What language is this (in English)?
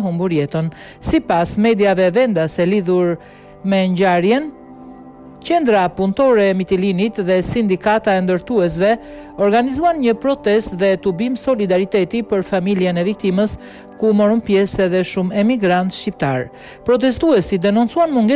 Albanian